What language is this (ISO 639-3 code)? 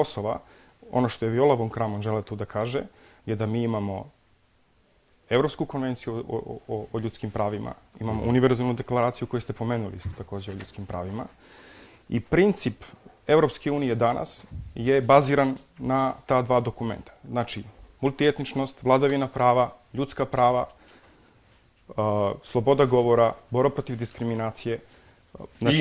srp